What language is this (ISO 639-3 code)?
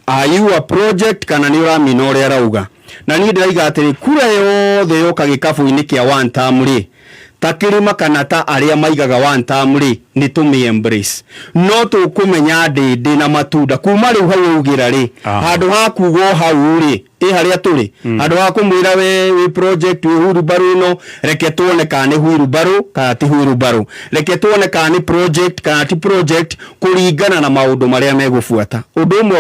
kik